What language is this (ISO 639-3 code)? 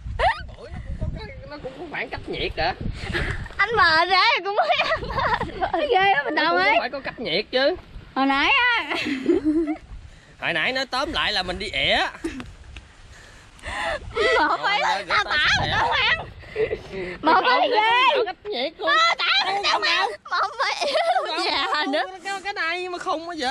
vie